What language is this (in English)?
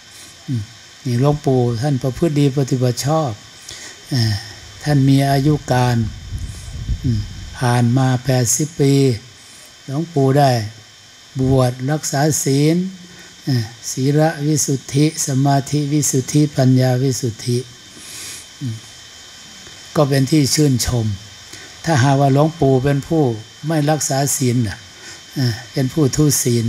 Thai